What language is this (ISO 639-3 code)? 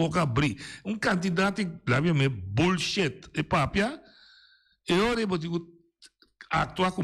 pap